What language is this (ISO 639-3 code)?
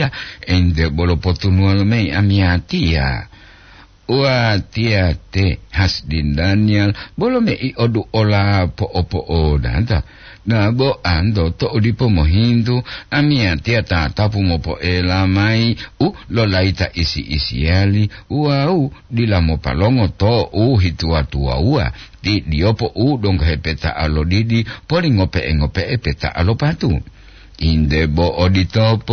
gor